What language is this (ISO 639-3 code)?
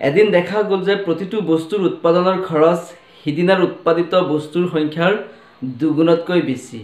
asm